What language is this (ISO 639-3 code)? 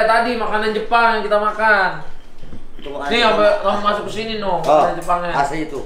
ind